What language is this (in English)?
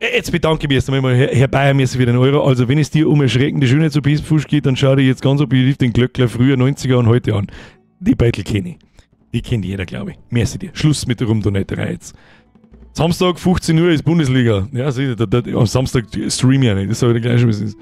Bavarian